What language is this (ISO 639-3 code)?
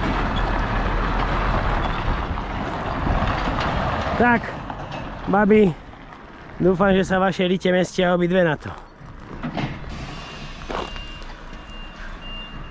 slk